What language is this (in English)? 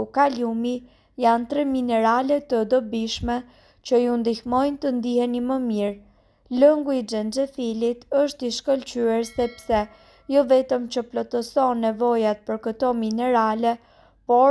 Albanian